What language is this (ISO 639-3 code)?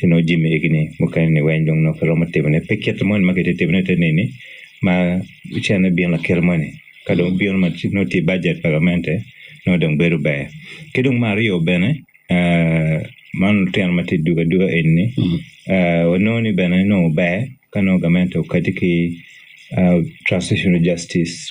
ach